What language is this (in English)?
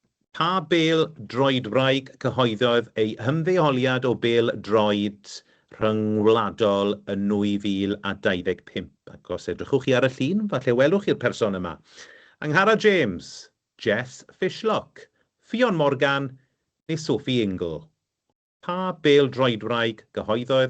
Welsh